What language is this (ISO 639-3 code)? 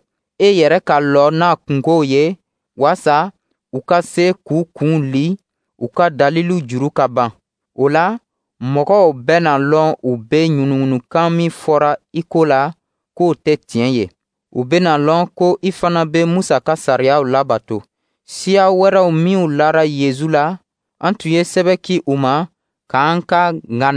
dyu